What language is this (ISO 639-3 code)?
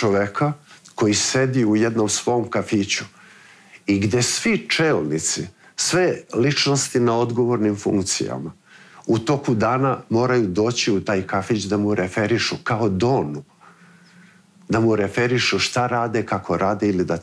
srp